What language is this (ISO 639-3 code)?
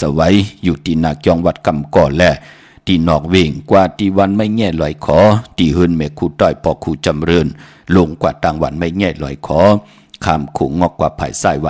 shn